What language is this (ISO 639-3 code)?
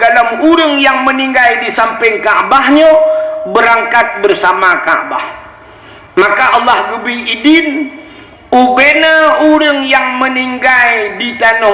ace